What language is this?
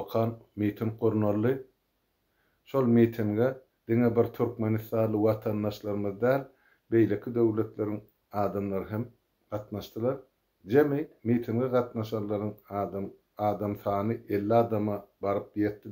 Turkmen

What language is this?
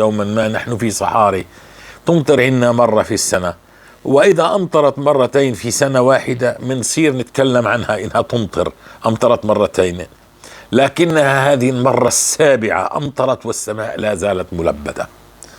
North Levantine Arabic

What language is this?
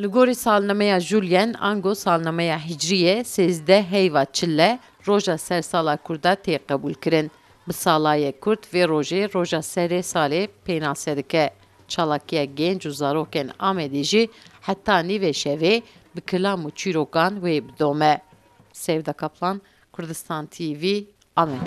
Kurdish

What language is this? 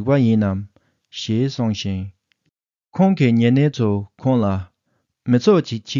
Tibetan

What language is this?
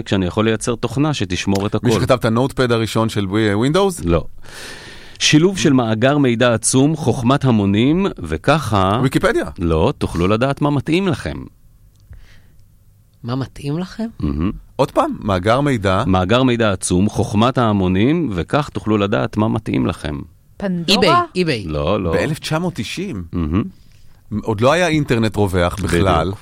Hebrew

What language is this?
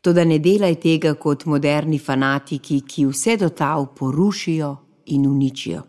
Slovenian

